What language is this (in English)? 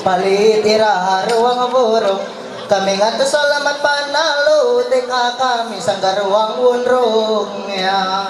Ma'anyan